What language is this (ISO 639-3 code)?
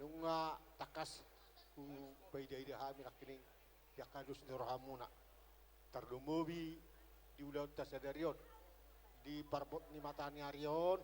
bbc